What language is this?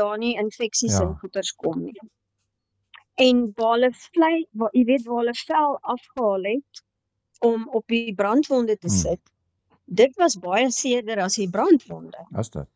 Afrikaans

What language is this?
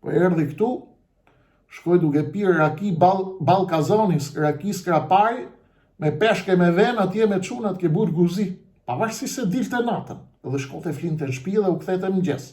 Albanian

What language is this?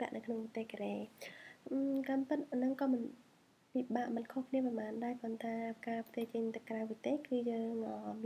Khmer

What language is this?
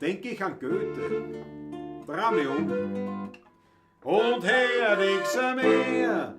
Bavarian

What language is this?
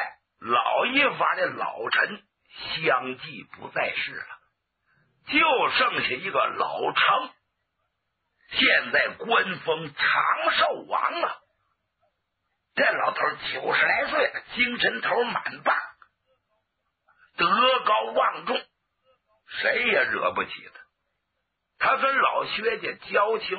Chinese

